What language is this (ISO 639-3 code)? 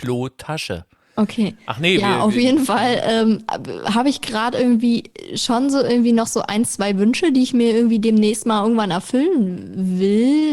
deu